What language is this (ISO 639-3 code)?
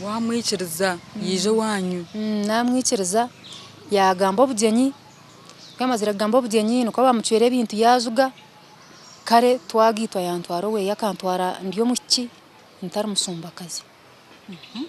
nyn